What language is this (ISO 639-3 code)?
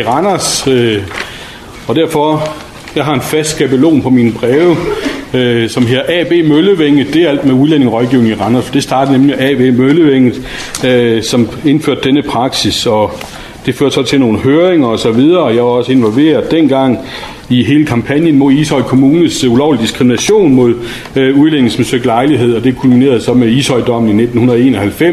dan